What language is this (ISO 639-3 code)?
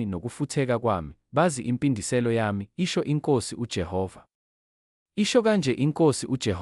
zul